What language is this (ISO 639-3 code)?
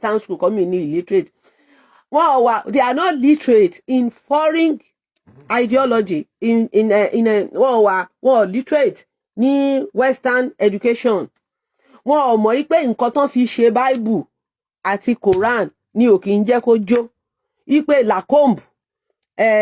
yor